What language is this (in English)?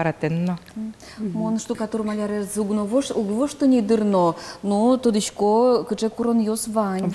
Udmurt